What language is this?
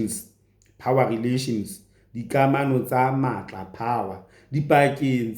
Southern Sotho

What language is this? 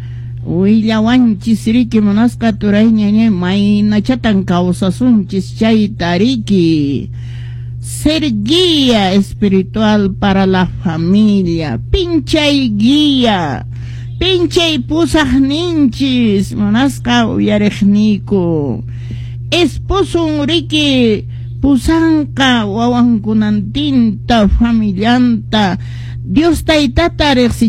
Quechua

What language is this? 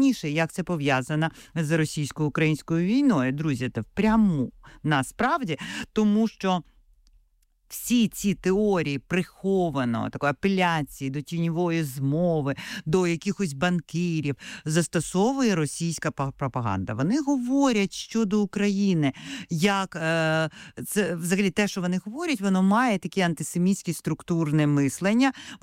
Ukrainian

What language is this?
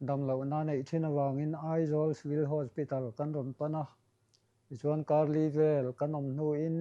Mizo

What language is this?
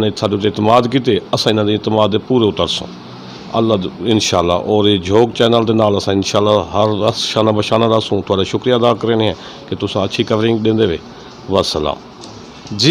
Saraiki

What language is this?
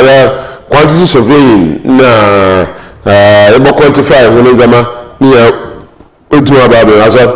Akan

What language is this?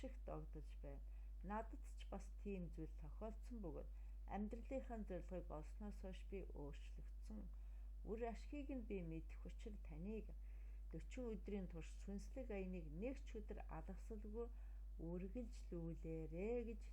Mongolian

